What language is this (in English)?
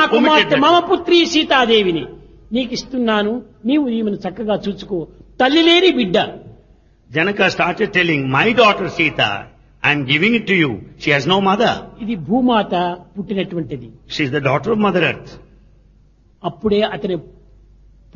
Telugu